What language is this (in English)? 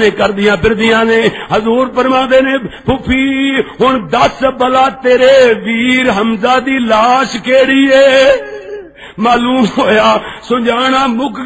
Western Panjabi